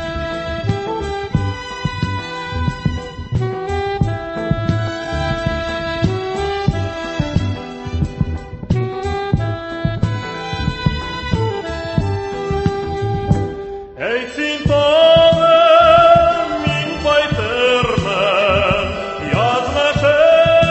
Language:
Tatar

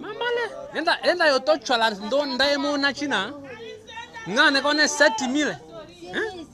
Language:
Tetela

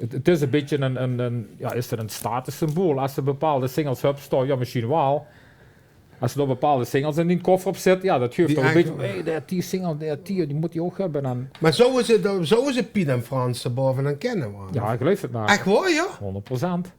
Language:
Limburgish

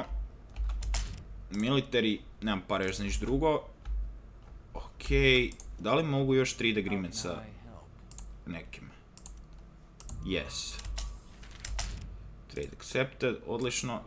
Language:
Croatian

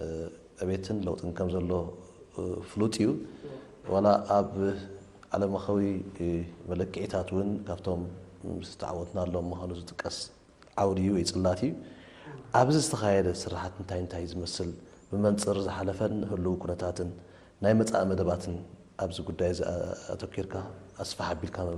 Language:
Tigrinya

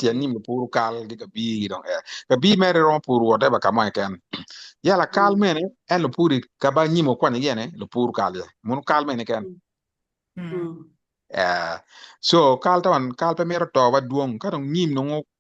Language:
Acoli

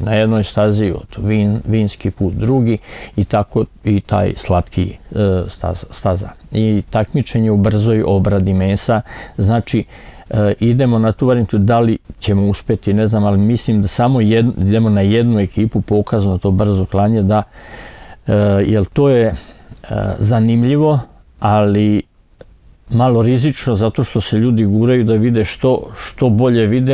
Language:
Serbian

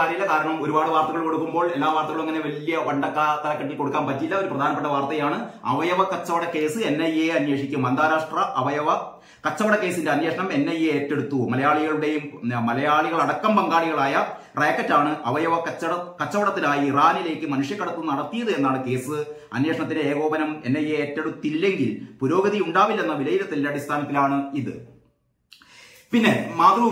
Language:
Malayalam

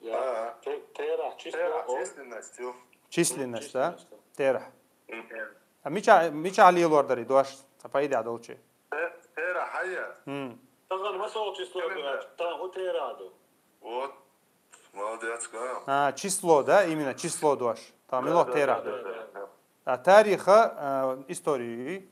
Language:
Chechen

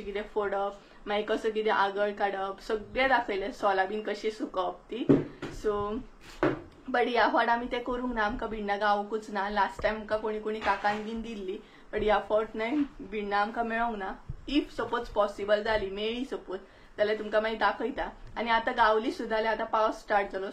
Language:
Konkani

